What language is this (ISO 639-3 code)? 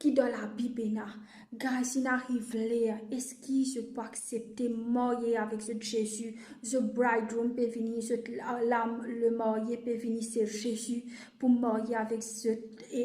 mfe